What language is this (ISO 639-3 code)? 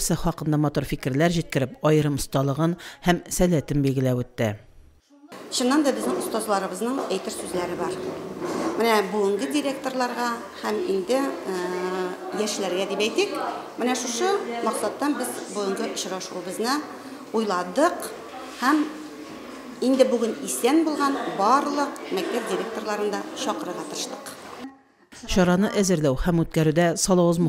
tat